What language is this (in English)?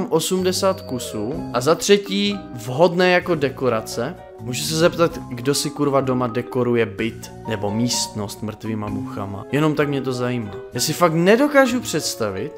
Czech